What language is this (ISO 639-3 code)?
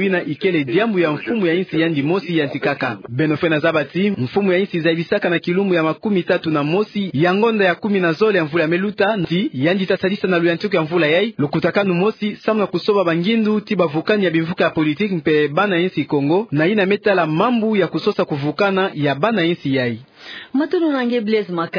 ktu